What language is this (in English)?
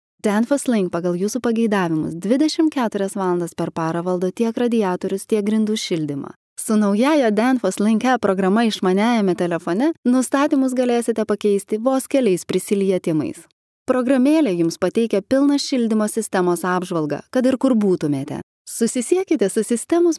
Lithuanian